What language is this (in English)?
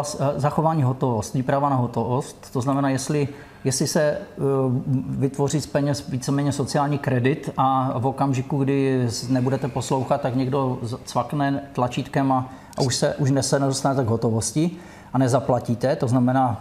Czech